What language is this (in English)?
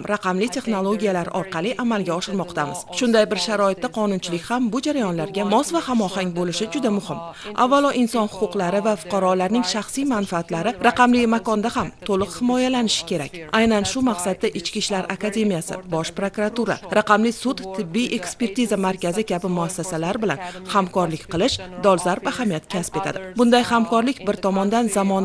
Uzbek